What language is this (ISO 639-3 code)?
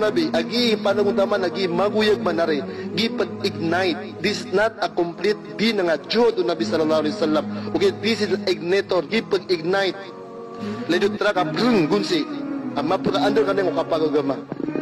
mrw